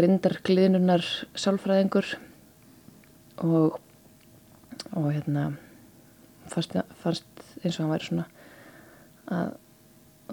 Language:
Icelandic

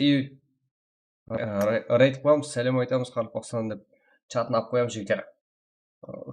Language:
Kara-Kalpak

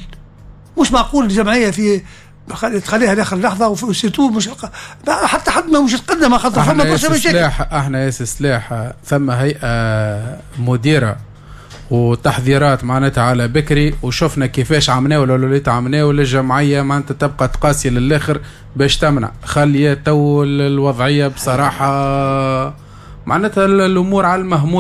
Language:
Tunisian Arabic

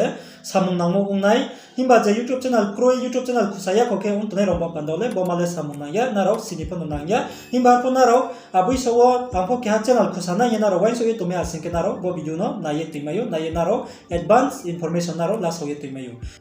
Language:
Riang (India)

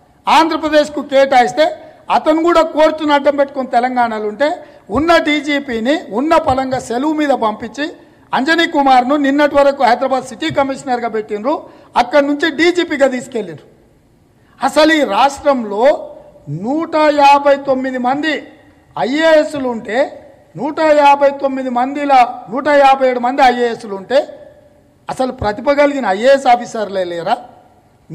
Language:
Telugu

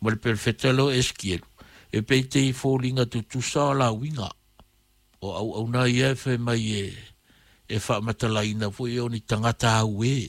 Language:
Samoan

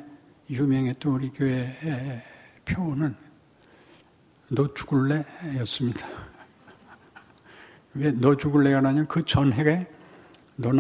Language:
Korean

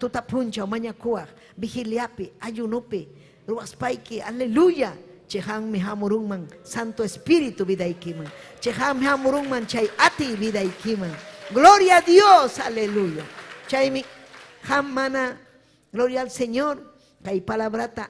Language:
Ayacucho Quechua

